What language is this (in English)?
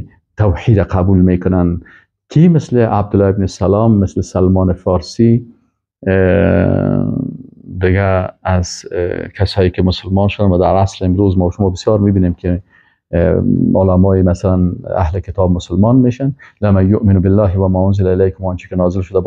Persian